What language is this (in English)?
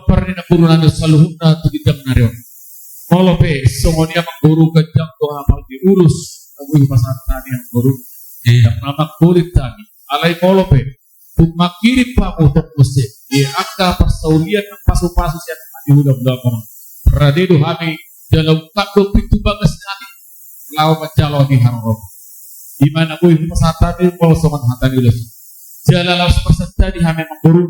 Batak Toba